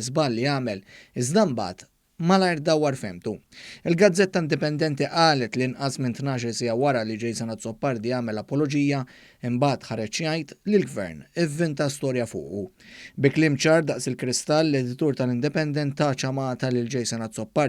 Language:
Maltese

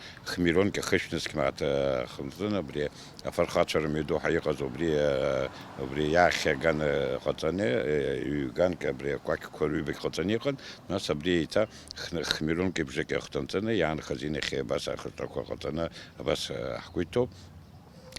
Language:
Abkhazian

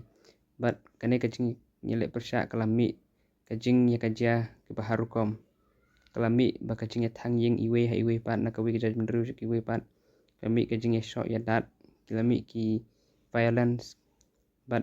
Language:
Khasi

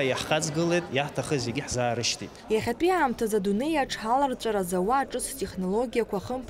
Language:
Abkhazian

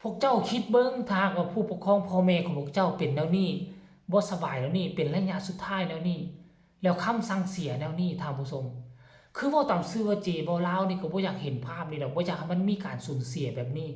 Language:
Lao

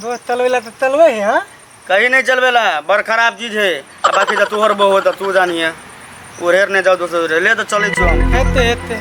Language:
Maithili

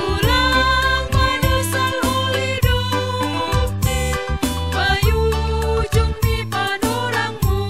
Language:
Batak Simalungun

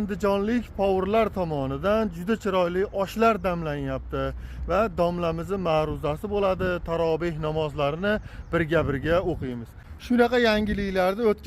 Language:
Uzbek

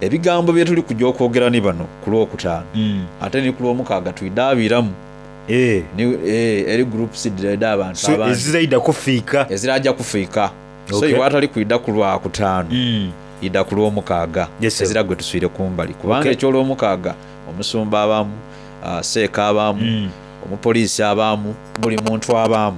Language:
Soga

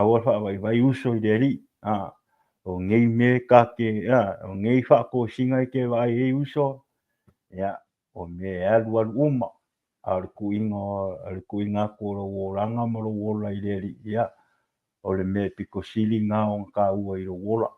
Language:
Samoan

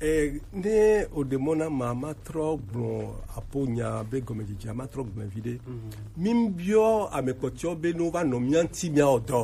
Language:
Gen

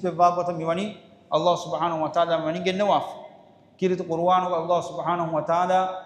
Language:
Divehi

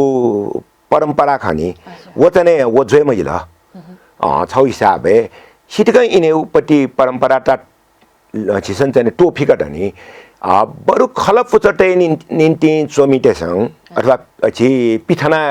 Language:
Newari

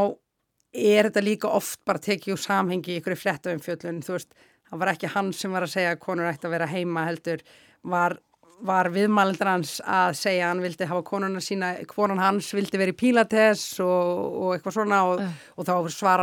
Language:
Icelandic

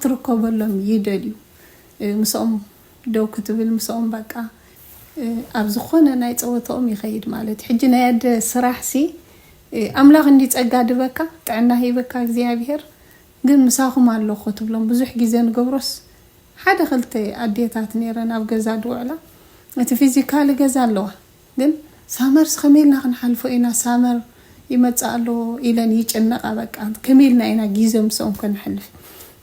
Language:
Tigrinya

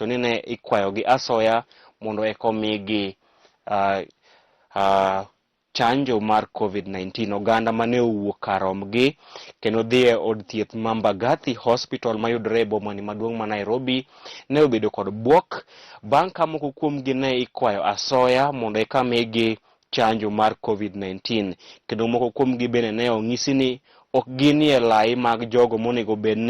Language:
Luo (Kenya and Tanzania)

